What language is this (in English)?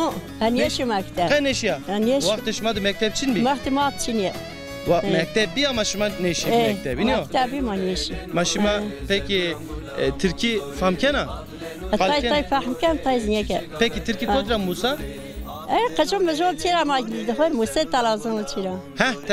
Zaza